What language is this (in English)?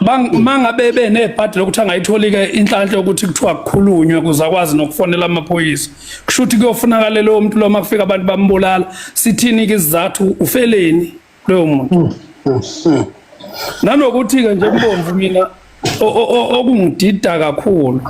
Zulu